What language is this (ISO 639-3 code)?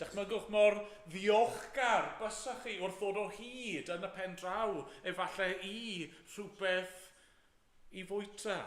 cym